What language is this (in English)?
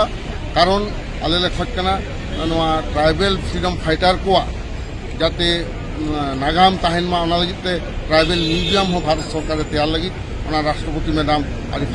Santali